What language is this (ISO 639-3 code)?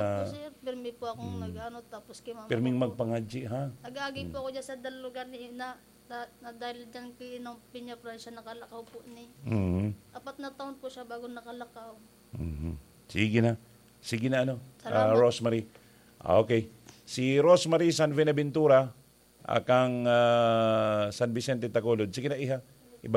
bik